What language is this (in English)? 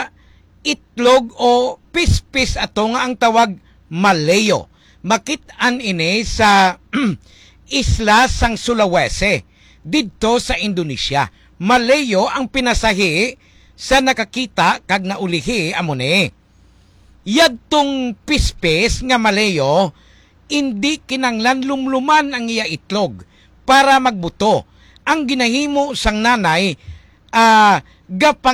Hiligaynon